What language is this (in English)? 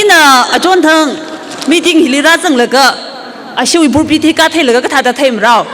Tangkhul Naga (India)